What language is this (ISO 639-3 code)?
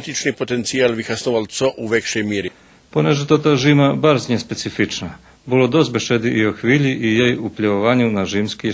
rue